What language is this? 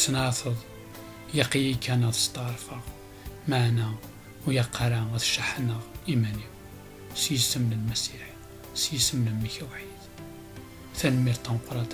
Kabyle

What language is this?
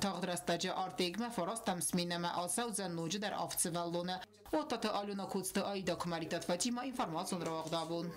Ossetic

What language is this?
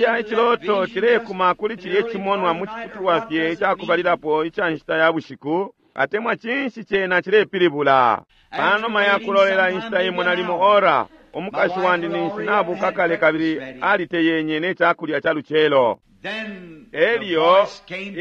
Bemba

